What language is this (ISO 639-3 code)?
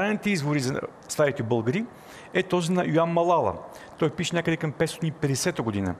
bul